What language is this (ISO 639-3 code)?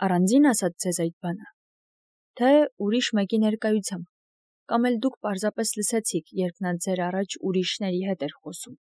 hye